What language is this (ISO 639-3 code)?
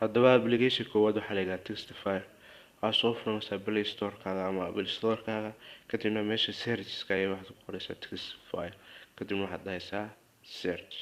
som